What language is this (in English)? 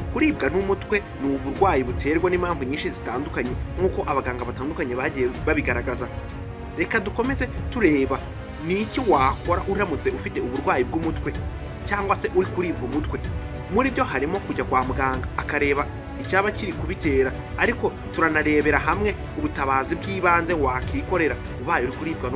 Kinyarwanda